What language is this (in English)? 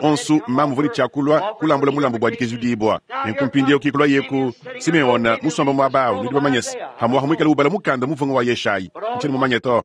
Luba-Lulua